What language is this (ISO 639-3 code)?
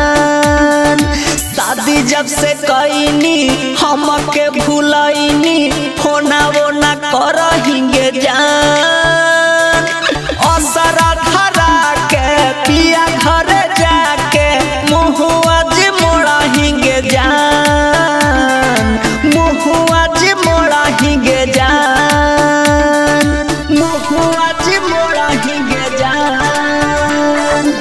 bho